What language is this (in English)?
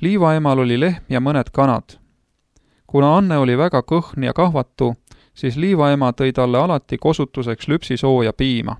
Estonian